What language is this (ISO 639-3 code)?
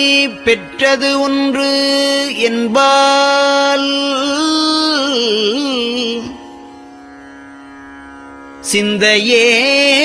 tam